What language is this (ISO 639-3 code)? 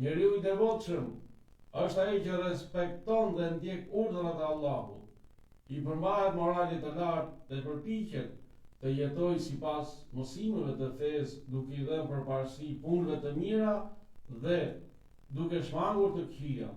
sqi